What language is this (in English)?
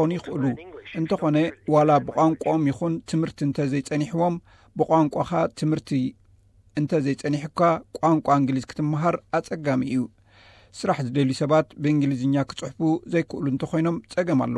Tigrinya